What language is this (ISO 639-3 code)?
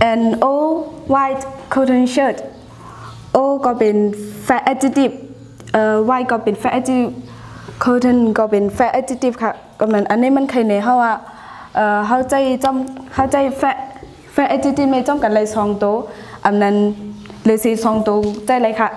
shn